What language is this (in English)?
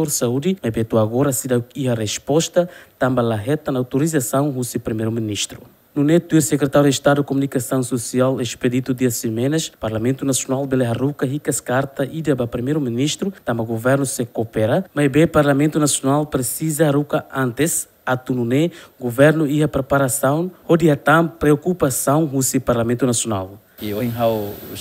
Tetum